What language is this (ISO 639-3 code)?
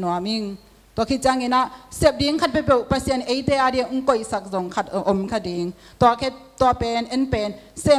ctd